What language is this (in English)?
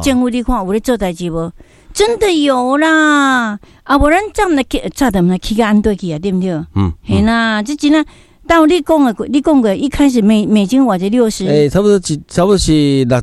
Min Nan Chinese